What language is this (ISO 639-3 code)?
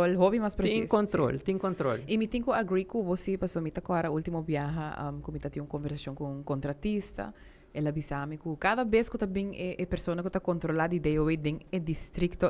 pap